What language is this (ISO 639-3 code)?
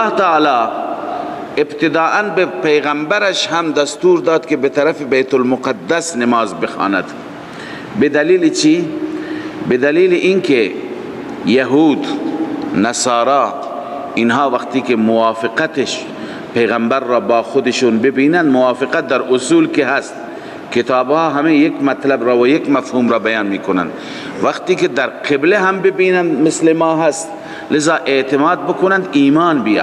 fas